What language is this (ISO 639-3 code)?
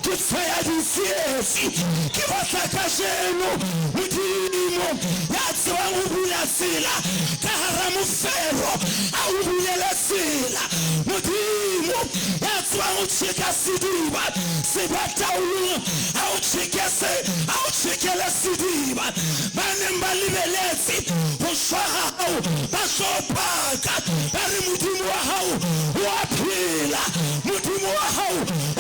sot